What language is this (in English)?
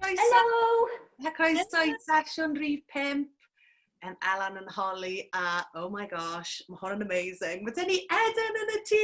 Welsh